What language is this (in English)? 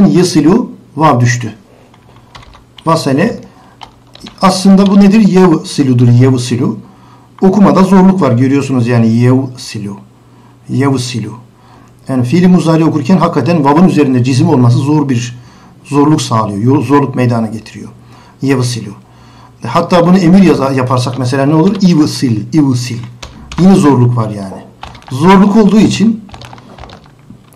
Turkish